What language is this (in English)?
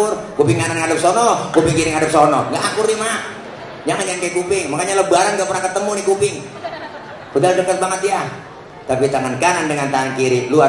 Betawi